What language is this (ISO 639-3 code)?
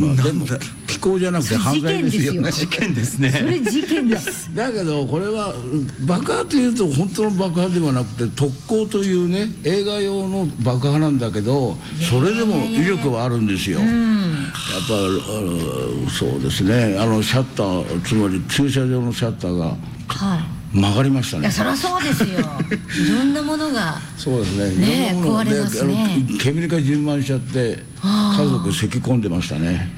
jpn